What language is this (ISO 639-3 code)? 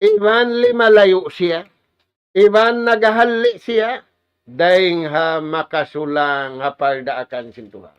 tsg